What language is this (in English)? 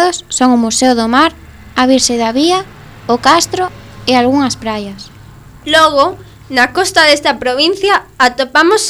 Galician